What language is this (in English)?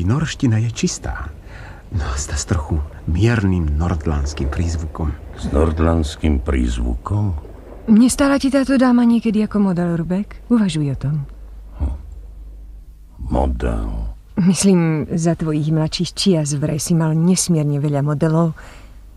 Slovak